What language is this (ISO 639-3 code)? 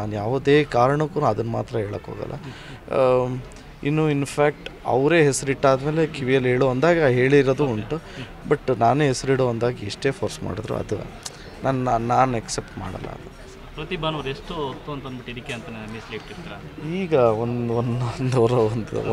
kan